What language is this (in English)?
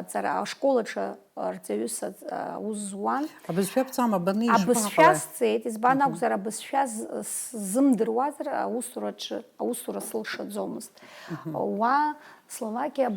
Abkhazian